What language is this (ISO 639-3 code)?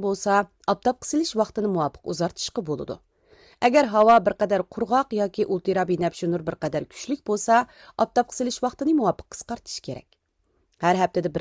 uig